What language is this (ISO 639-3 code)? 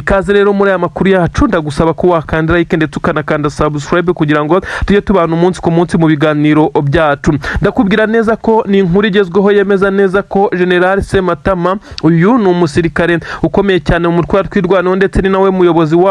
kin